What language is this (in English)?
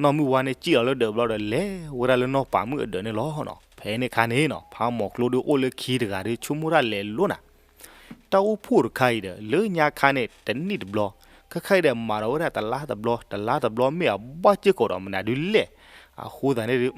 S'gaw Karen